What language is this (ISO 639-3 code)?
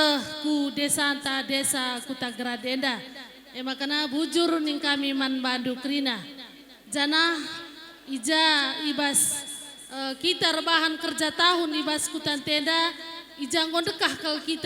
btx